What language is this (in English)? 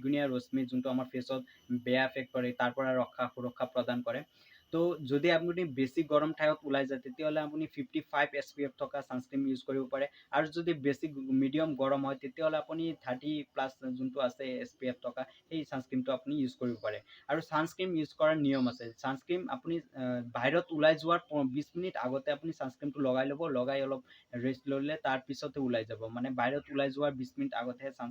Assamese